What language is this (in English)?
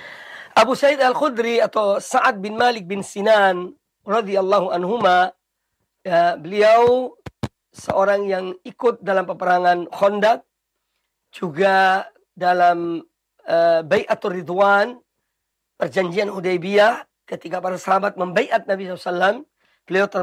Indonesian